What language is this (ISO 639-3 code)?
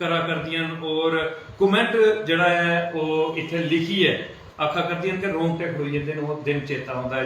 doi